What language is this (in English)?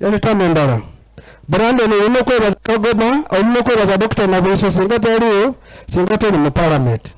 Soga